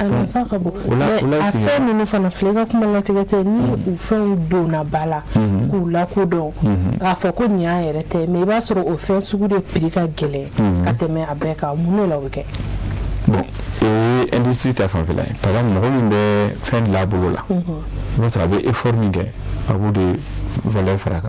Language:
Bambara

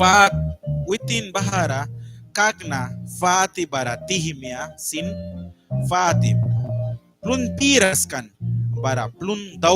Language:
Mískito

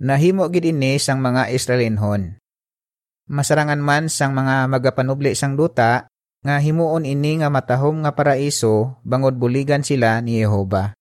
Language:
Hiligaynon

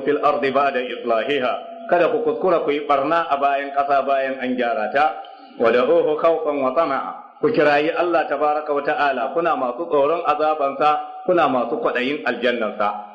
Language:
Hausa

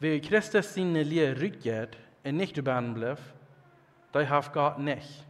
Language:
Plautdietsch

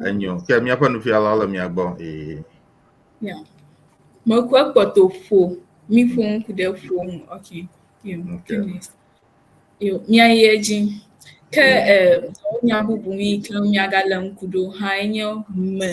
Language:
Ewe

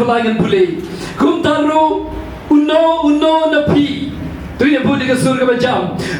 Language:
Khasi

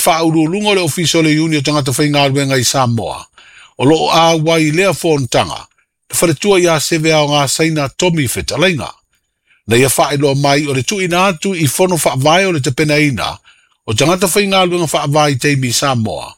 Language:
Samoan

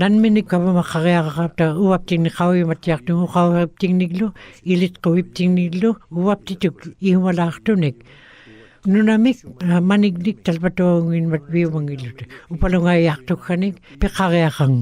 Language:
Western Canadian Inuktitut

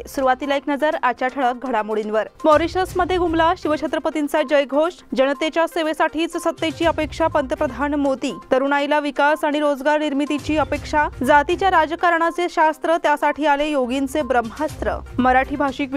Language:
Marathi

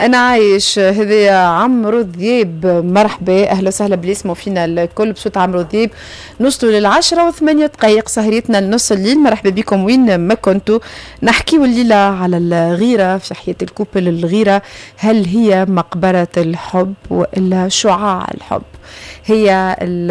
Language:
Tunisian Arabic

